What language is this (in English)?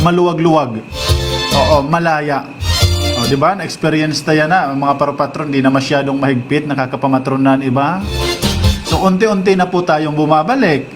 Waray